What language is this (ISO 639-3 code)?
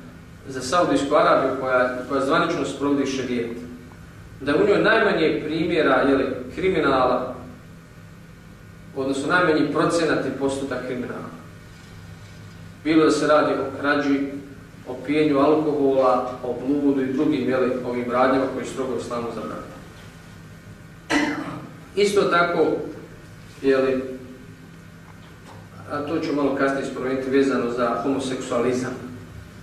bos